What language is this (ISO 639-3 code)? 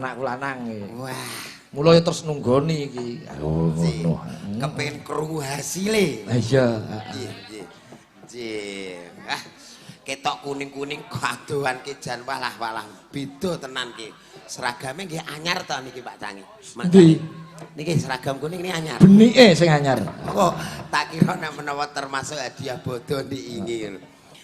jav